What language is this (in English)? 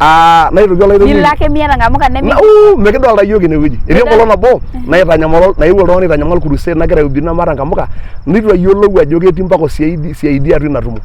Masai